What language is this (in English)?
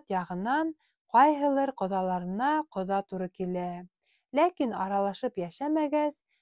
Bashkir